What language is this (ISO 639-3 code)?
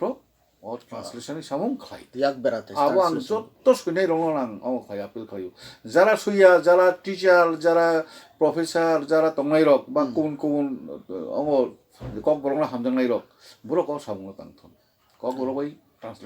trp